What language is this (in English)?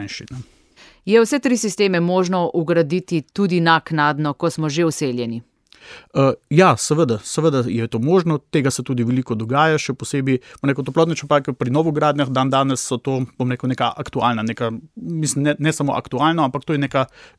Slovenian